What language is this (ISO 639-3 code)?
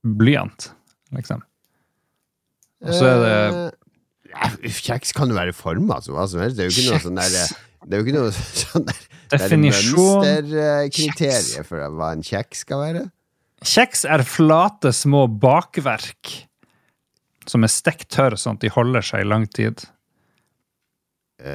nor